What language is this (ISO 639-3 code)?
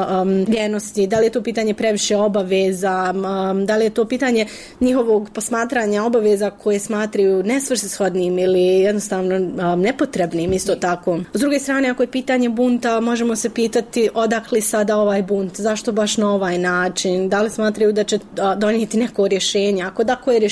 bos